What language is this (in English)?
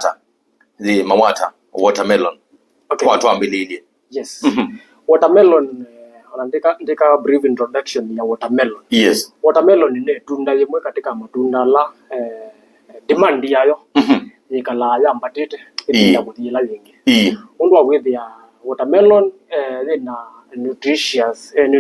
Kamba